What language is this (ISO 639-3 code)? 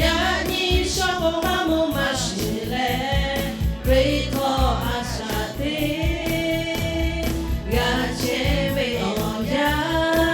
lhu